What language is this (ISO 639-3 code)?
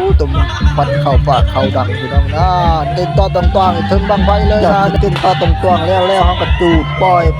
tts